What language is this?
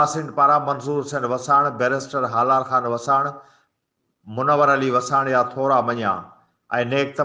Sindhi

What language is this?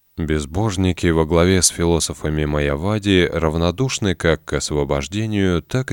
Russian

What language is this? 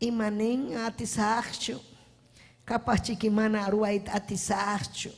Ayacucho Quechua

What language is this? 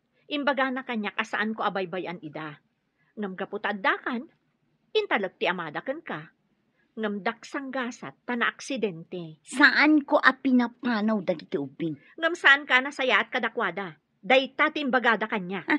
Iloko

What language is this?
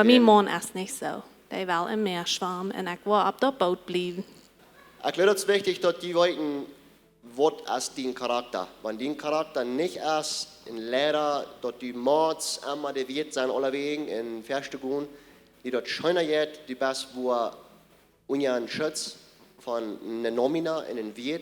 Plautdietsch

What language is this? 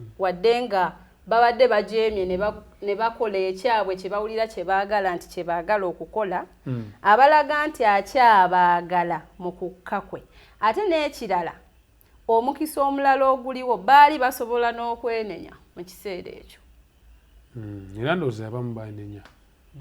Ganda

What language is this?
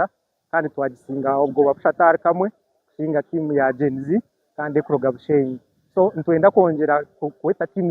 Nyankole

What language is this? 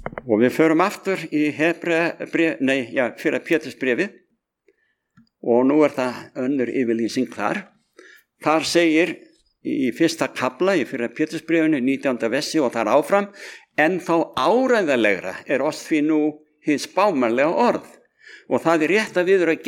Icelandic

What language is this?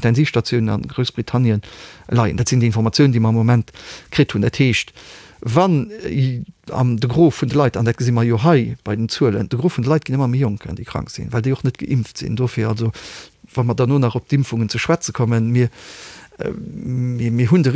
Luxembourgish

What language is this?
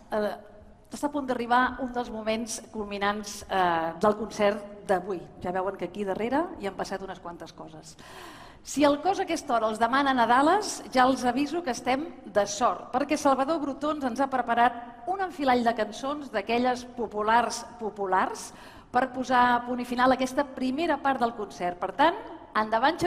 Catalan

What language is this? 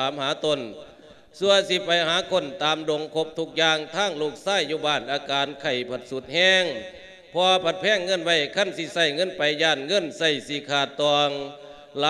Lao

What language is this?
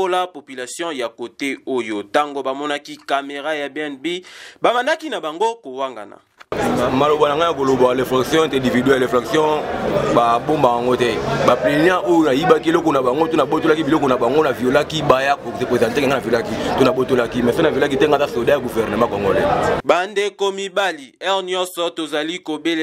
Lingala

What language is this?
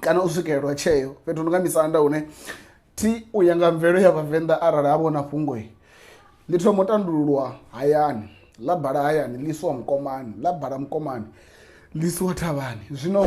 Venda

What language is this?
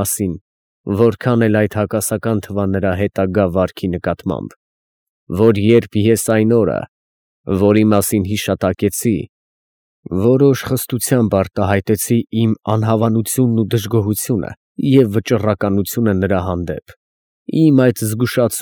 Armenian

